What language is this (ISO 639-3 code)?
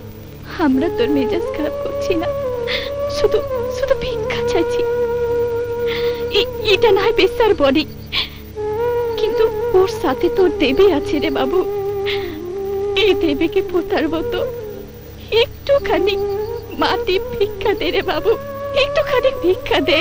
ben